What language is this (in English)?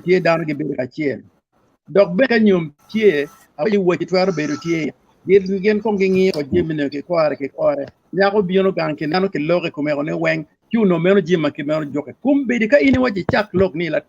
Acoli